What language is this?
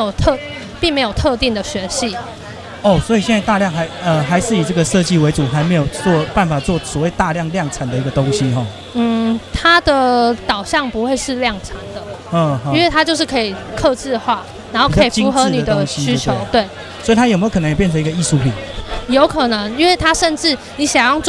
Chinese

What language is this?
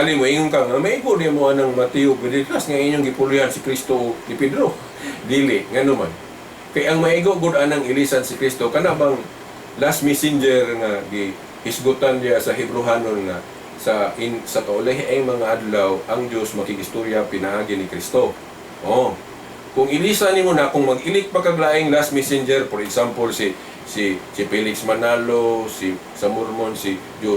Cebuano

